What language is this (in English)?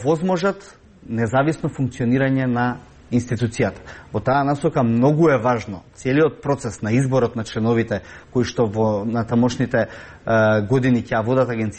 Macedonian